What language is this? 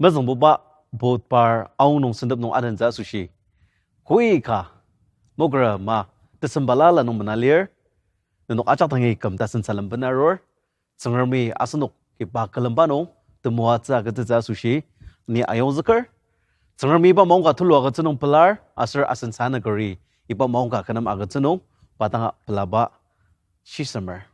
Ao Naga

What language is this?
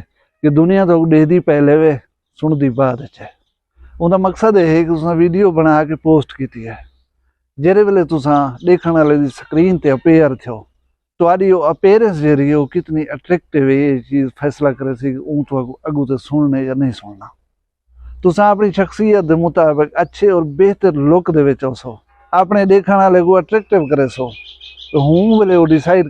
Saraiki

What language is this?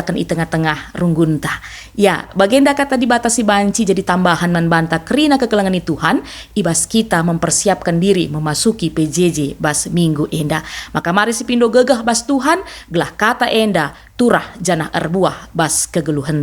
Batak Karo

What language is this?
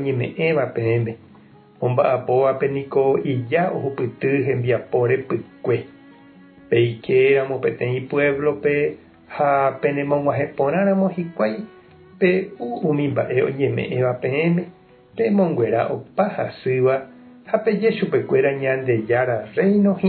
Guarani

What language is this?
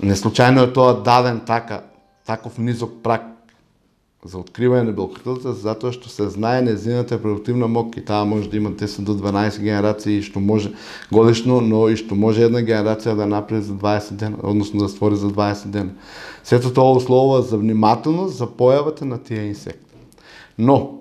Macedonian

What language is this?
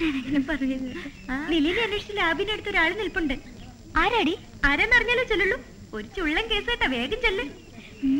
Malayalam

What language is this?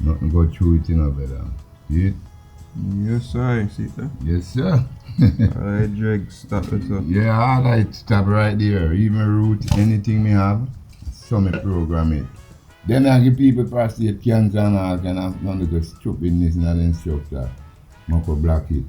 Jamaican Creole English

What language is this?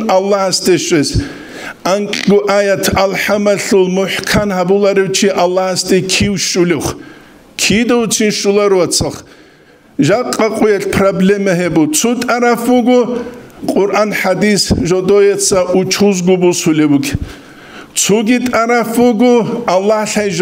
Avaric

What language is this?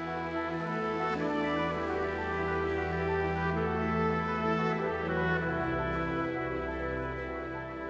Italian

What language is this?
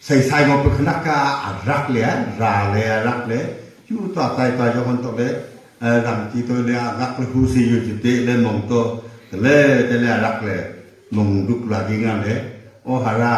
Wancho Naga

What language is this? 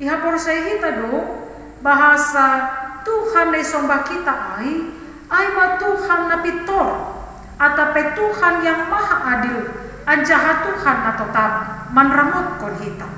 Batak Simalungun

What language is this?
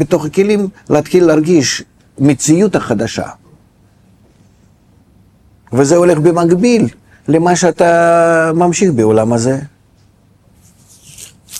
Hebrew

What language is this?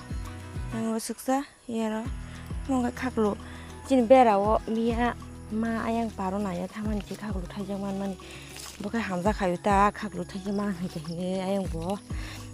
Kok Borok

